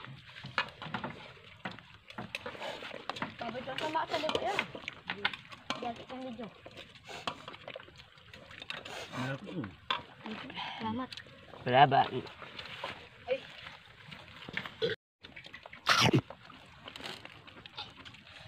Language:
Filipino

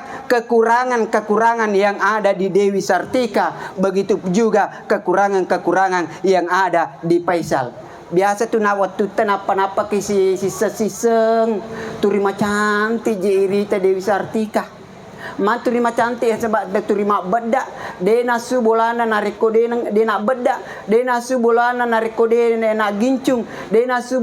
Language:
Buginese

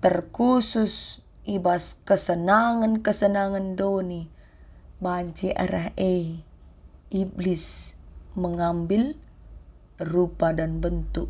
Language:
Batak Karo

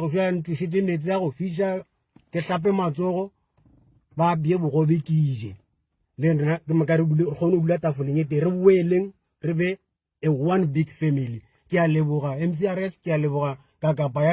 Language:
Northern Sotho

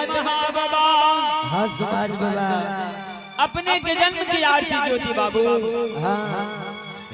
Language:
Angika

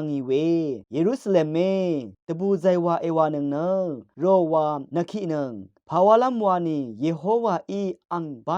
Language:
Rawang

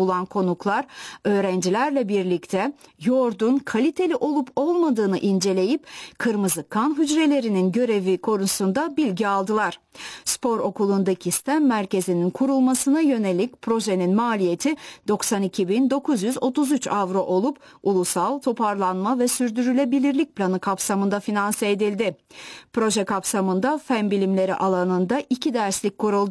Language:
Turkish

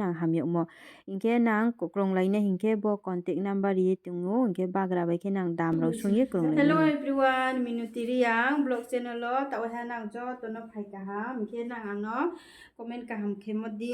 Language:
Riang (India)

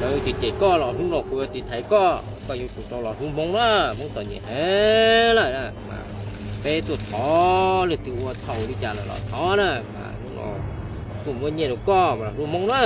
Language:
Hmong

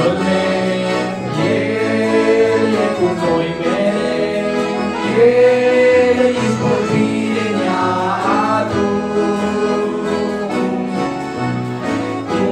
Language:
Romanian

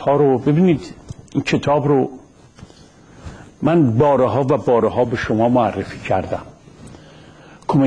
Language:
Persian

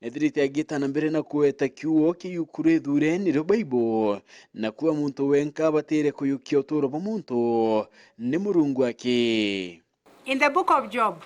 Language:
Meru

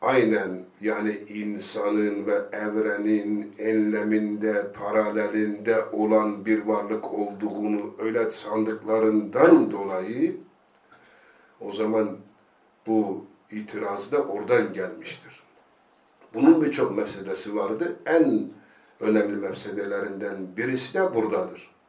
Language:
Turkish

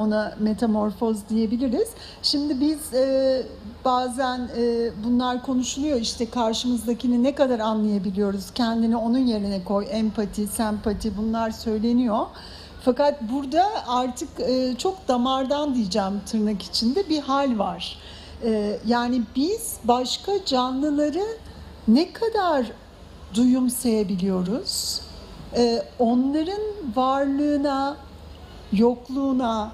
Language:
Turkish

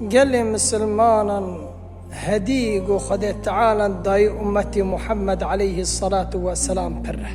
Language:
Kurdish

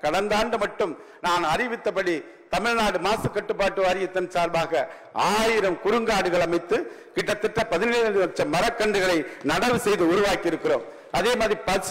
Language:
Tamil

